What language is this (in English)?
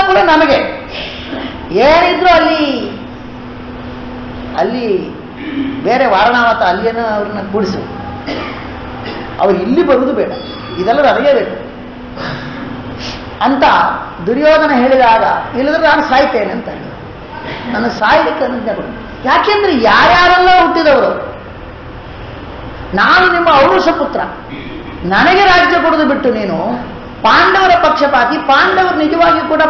Kannada